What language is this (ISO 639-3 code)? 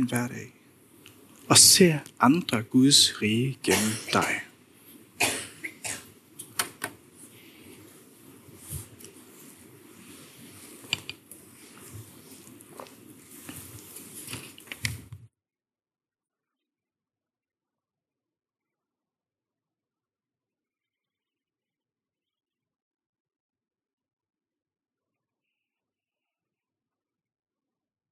dan